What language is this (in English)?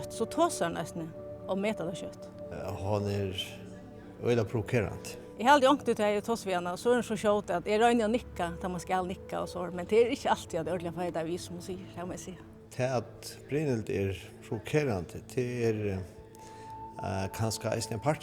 Faroese